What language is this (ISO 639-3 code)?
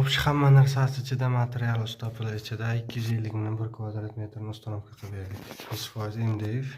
uzb